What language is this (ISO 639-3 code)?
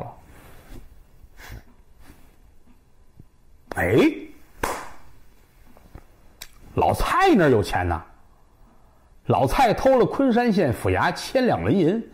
zho